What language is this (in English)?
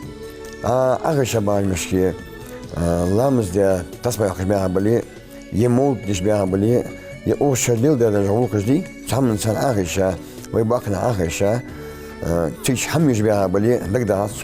Ingush